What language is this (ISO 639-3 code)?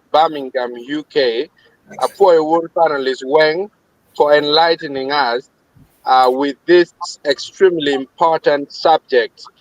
ach